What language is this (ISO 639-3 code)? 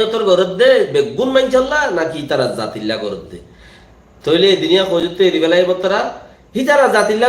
rhg